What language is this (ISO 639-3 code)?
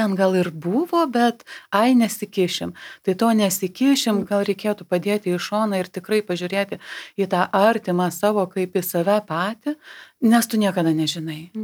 lit